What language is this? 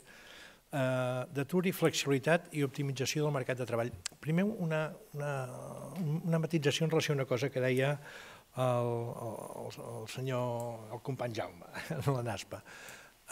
Catalan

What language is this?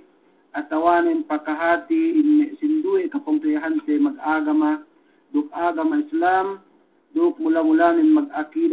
Yakan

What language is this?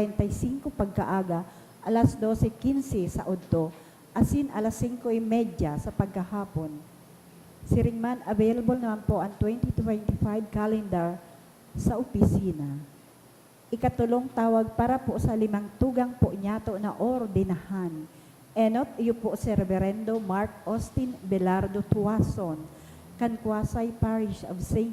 Bikol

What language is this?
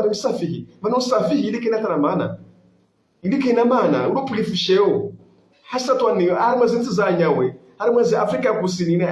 Ngazidja Comorian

